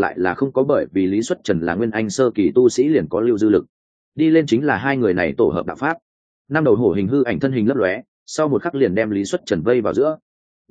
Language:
Vietnamese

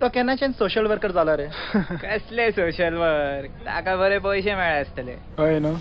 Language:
Konkani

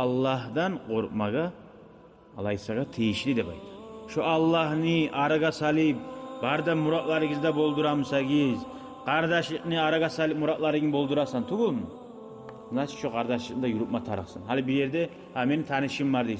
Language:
Kumyk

